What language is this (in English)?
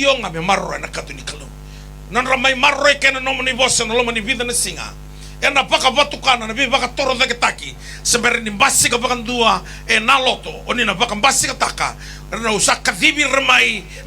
Fijian